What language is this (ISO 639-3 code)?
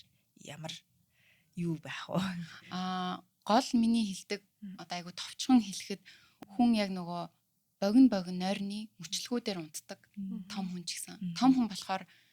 mon